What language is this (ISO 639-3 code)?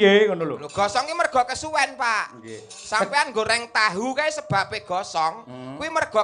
jav